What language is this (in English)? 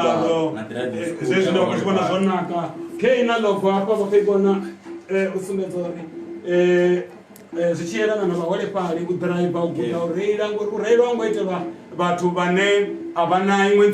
Venda